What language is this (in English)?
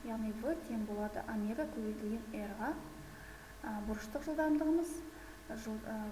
Kazakh